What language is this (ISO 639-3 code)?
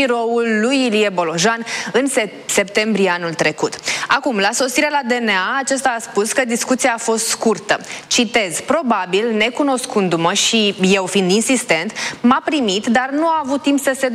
ron